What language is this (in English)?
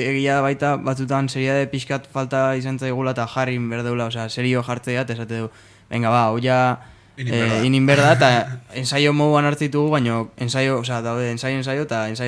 Basque